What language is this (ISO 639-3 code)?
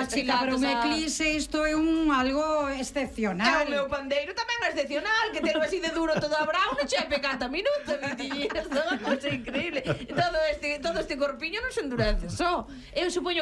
glg